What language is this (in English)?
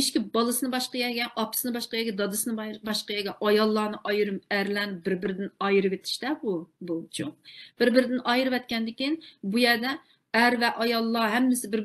Uyghur